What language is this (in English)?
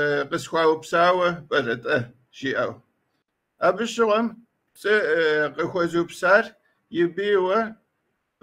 Kabardian